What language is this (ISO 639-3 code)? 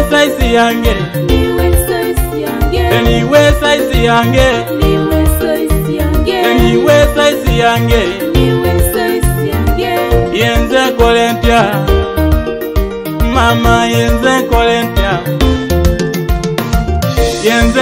swa